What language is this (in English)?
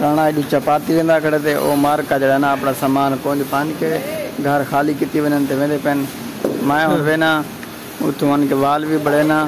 Saraiki